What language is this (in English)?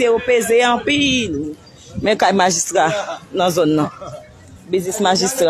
Haitian Creole